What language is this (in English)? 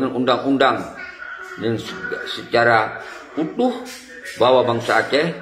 Achinese